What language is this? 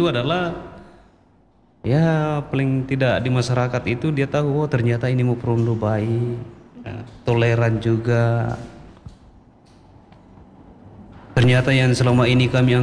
Indonesian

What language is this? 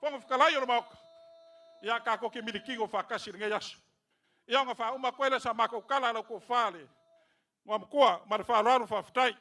Samoan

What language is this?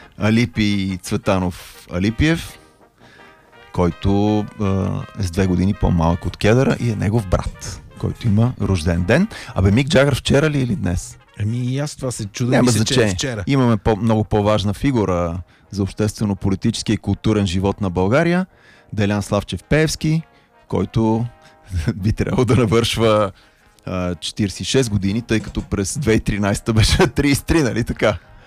Bulgarian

